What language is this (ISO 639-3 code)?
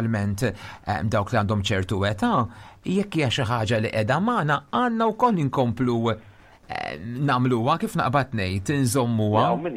mlt